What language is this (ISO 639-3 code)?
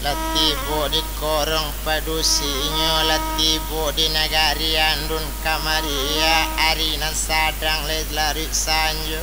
min